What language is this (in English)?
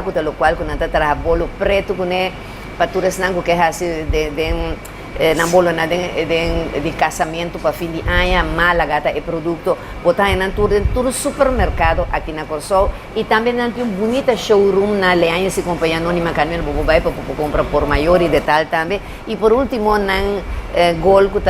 Papiamento